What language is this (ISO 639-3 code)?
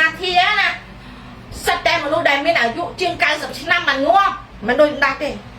khm